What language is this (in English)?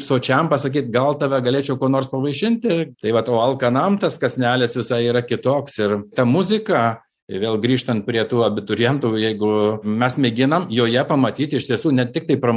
Lithuanian